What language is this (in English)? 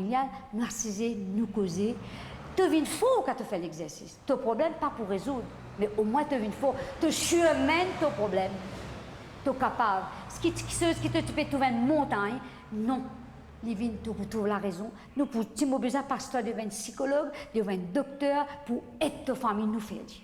Morisyen